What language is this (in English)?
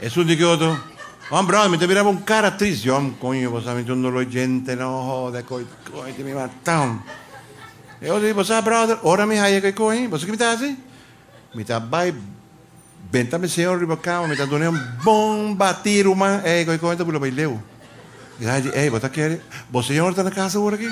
Papiamento